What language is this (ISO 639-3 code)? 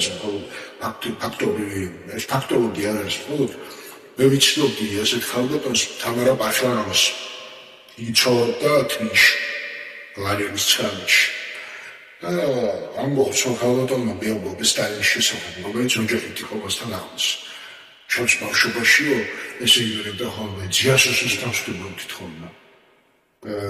kat